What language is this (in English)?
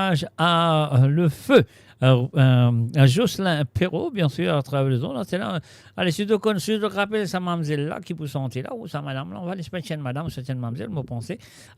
Morisyen